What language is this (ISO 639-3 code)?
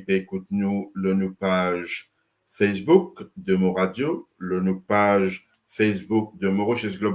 mfe